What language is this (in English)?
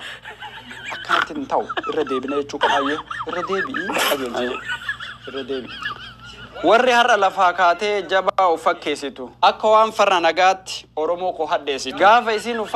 Oromo